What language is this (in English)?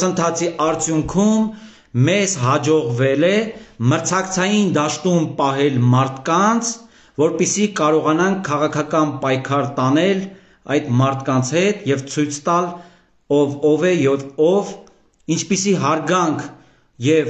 Armenian